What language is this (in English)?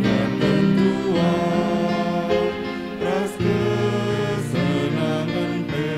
Batak Karo